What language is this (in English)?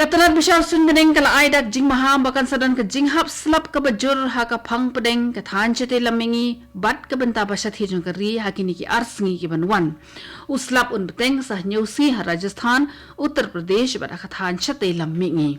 Khasi